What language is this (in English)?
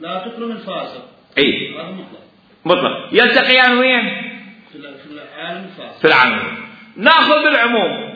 Mesopotamian Arabic